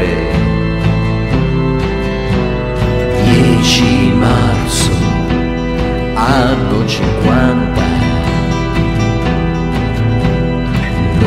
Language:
Italian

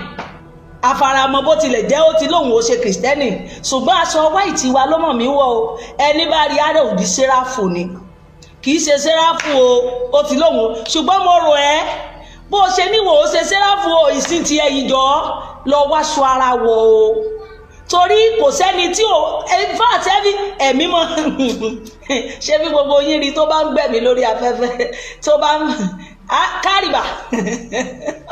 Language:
Yoruba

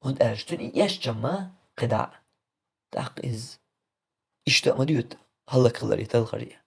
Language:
Chechen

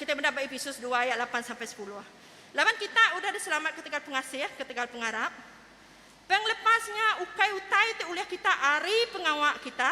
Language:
Iban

